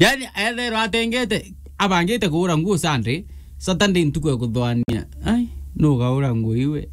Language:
Meru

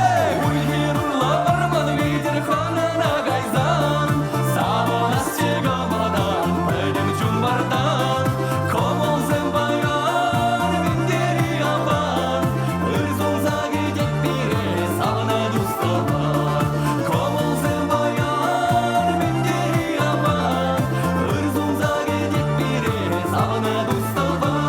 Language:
Chuvash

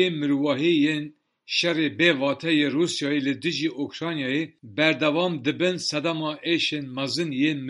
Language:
Kurdish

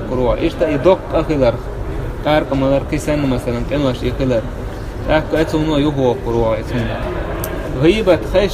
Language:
Chechen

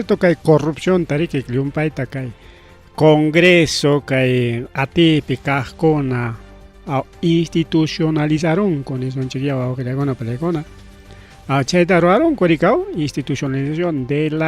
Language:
Ayacucho Quechua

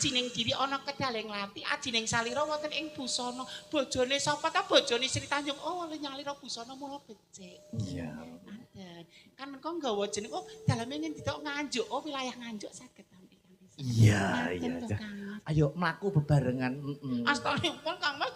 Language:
Javanese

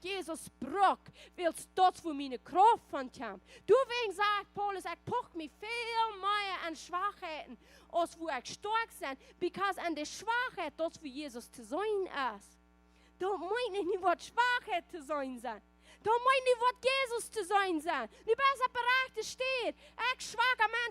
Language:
Plautdietsch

